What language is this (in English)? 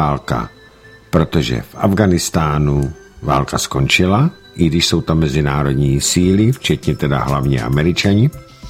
Czech